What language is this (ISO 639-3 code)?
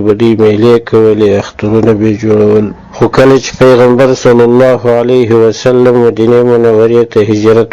pus